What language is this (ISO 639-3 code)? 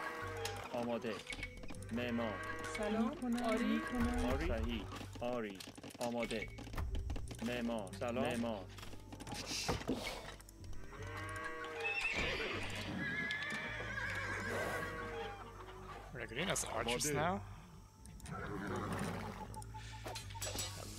fas